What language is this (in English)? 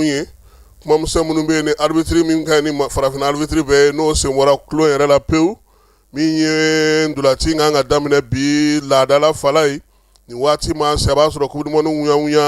Bambara